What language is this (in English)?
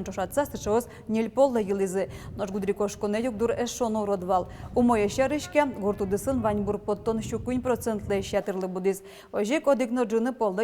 Udmurt